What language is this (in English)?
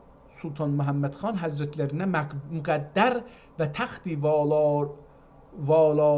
South Azerbaijani